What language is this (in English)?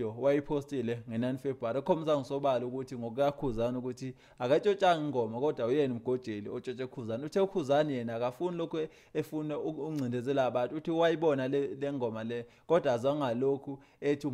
Zulu